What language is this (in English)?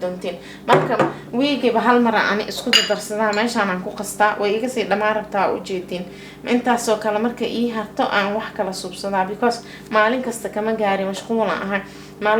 Somali